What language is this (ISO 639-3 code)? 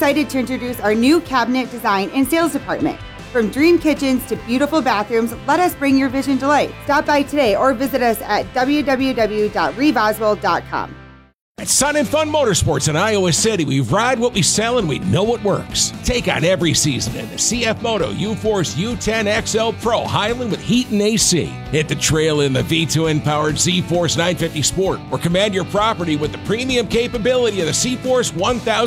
eng